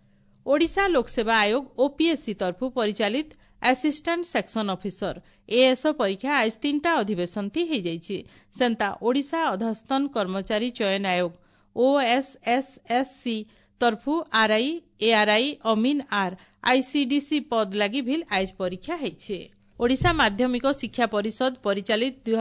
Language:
Odia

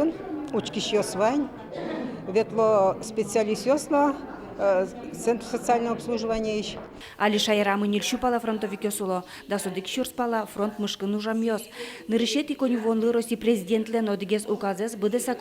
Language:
Udmurt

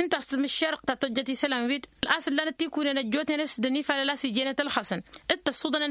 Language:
Tamasheq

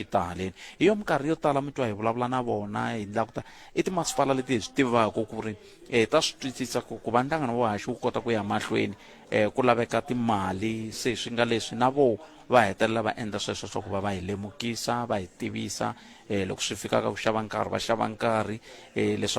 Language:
Tsonga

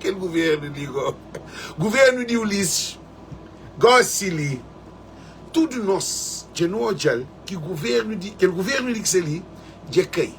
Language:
Kabuverdianu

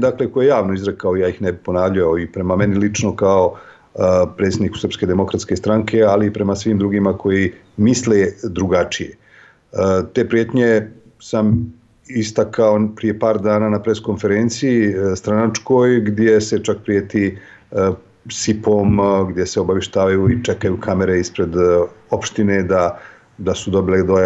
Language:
Serbian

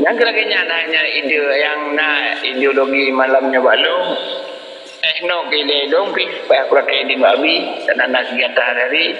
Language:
Achinese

